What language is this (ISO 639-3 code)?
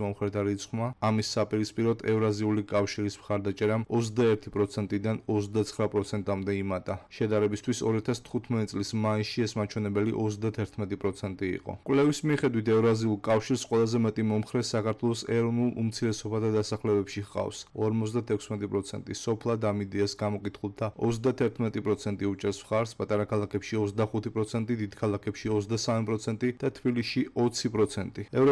kat